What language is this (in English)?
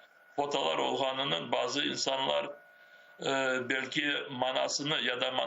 Crimean Tatar